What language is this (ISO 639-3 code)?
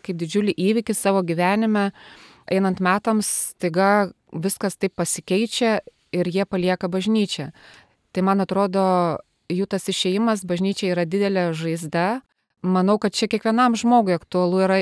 lit